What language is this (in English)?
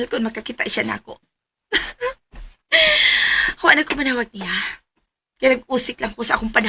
Cebuano